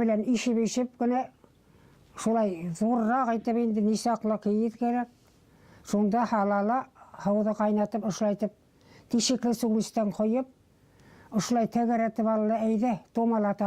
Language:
Bashkir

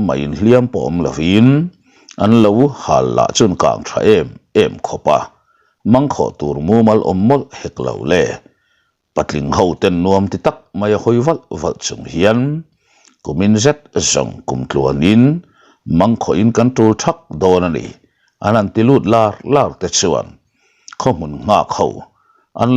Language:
Mizo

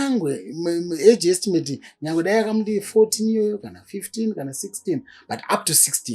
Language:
Shona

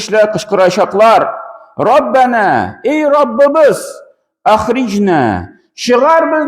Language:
Tatar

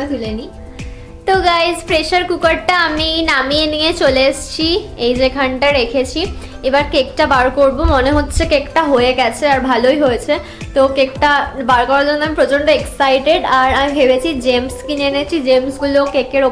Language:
Bangla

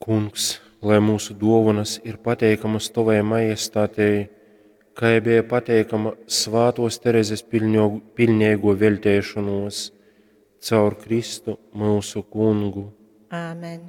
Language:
Latgalian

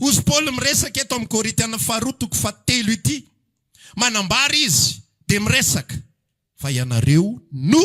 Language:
Malagasy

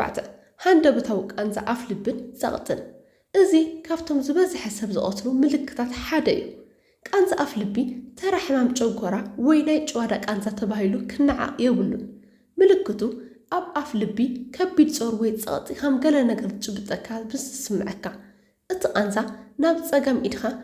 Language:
Tigrinya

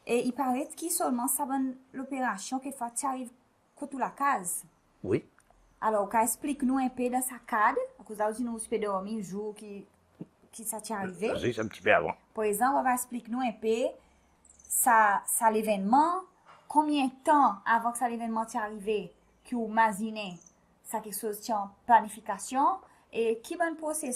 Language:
Seselwa Creole French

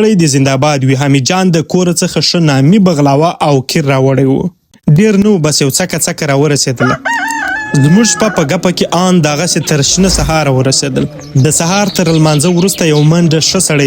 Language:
Pashto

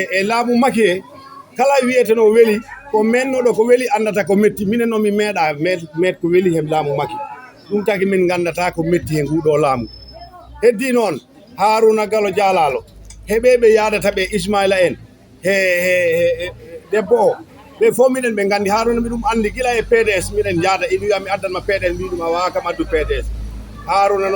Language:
Fula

